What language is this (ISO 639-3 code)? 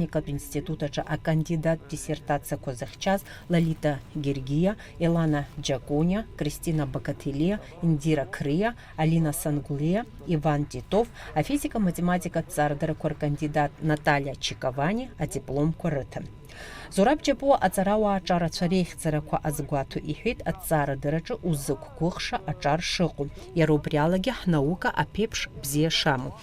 abk